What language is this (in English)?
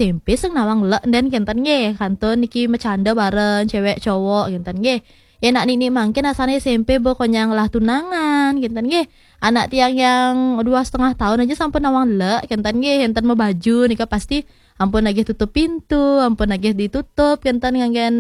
Balinese